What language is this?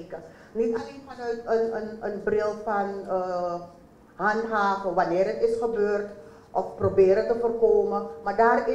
Dutch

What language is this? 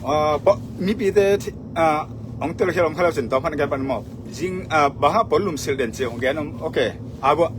Tedim Chin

